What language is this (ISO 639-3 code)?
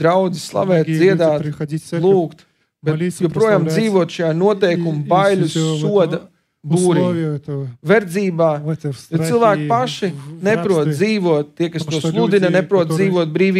lav